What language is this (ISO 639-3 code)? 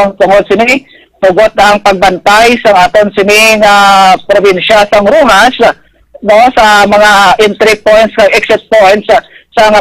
hil